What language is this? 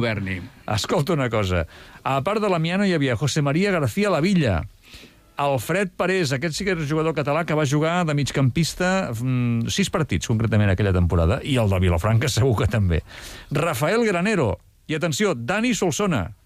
Catalan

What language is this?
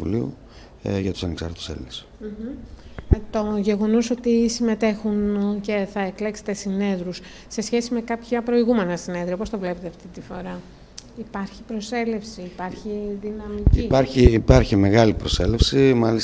Greek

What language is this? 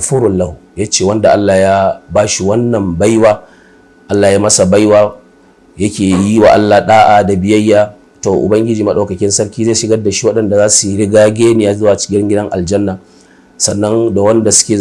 Hausa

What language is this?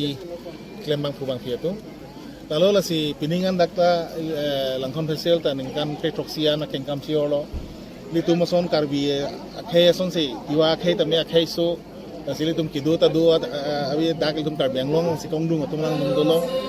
Karbi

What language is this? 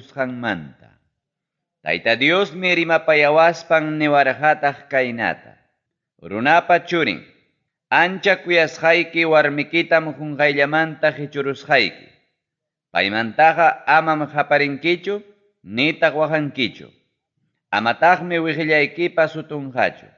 Ayacucho Quechua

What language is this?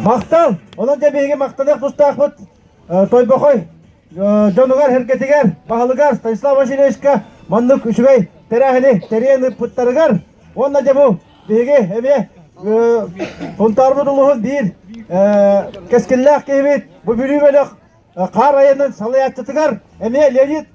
Yakut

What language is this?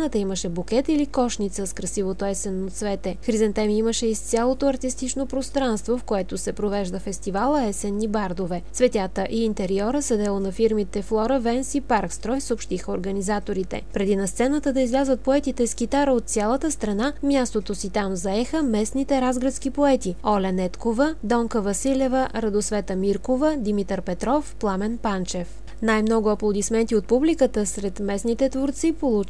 Bulgarian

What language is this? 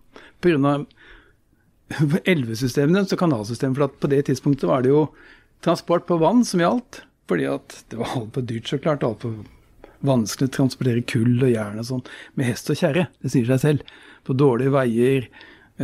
Norwegian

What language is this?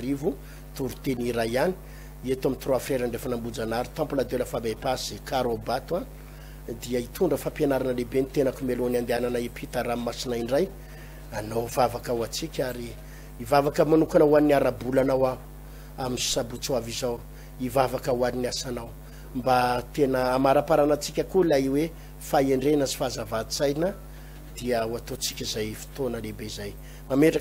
Malagasy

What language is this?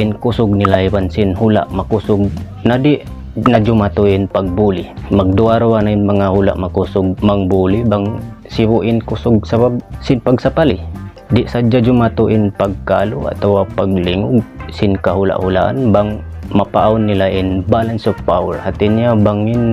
Tausug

